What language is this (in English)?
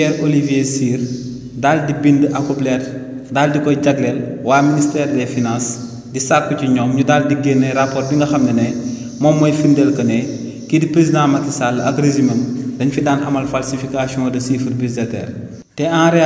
Wolof